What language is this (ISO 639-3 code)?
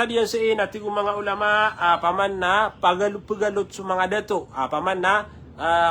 mrw